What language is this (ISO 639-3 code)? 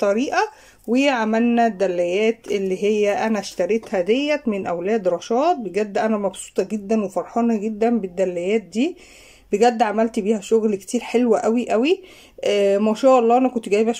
arz